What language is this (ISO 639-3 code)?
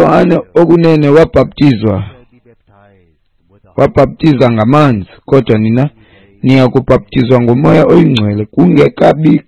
xho